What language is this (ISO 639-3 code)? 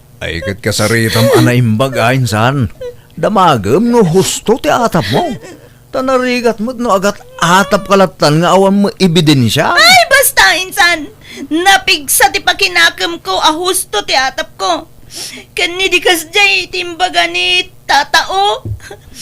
ilo